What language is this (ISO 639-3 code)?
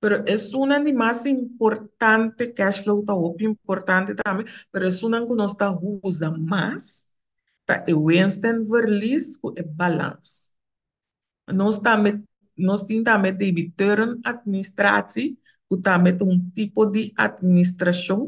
pap